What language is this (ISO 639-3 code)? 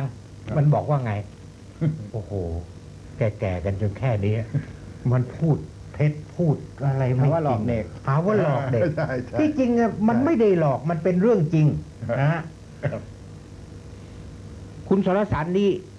tha